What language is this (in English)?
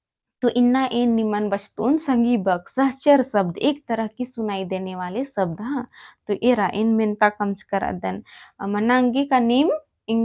Kurukh